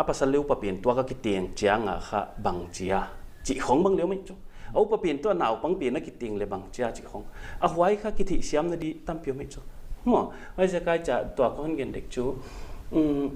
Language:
Paite Chin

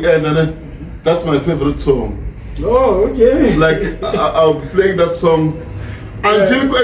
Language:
Tsonga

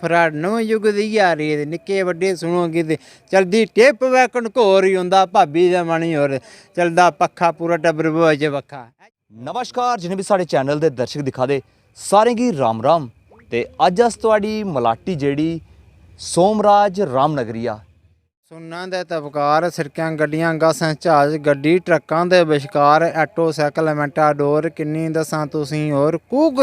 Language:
Dogri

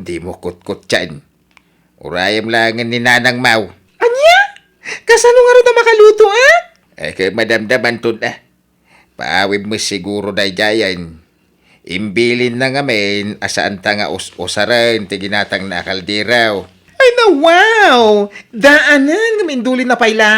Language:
Iloko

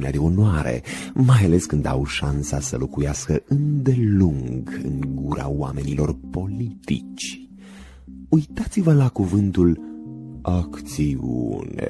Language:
Romanian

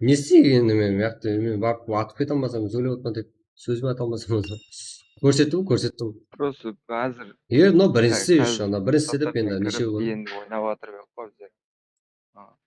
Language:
Kara-Kalpak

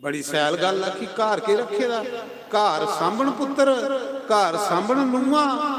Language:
Dogri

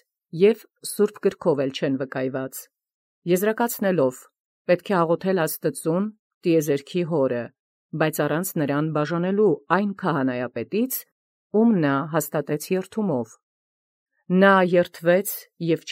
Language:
Armenian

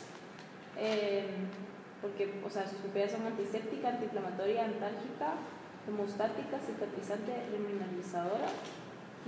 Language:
Spanish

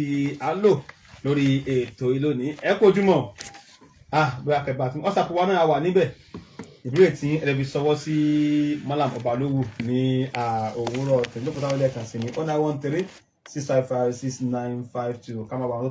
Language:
Yoruba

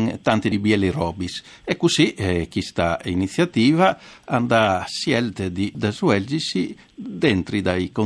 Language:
Friulian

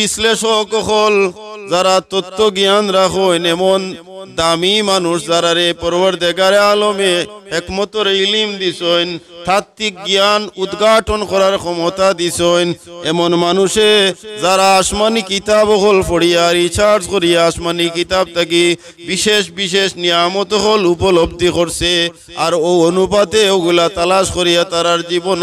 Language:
Sylheti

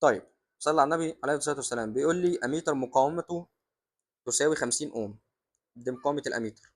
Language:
Egyptian Arabic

